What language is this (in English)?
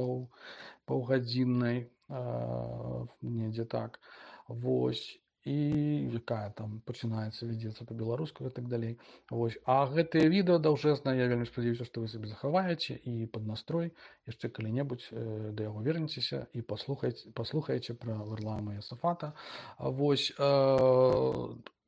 Belarusian